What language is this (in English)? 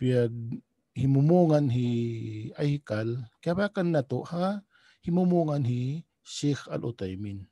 Tausug